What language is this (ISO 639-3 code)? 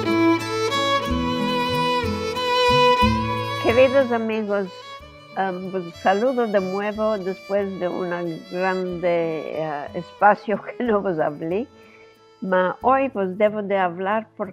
lad